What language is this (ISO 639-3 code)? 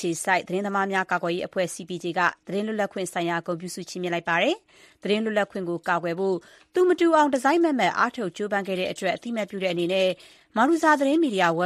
mya